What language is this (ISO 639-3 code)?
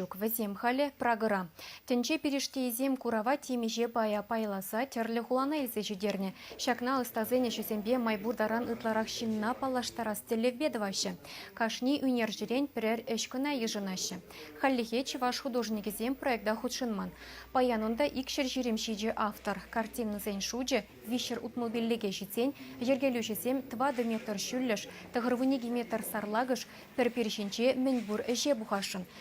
chv